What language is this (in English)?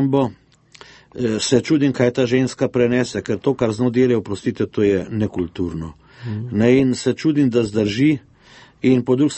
Slovenian